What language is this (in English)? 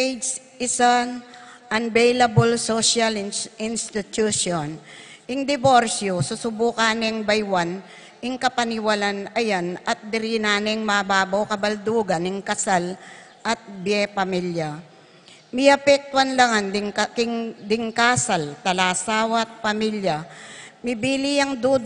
Pampanga